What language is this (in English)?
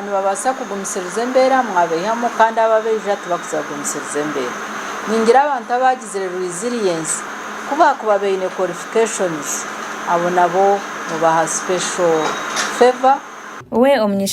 Nyankole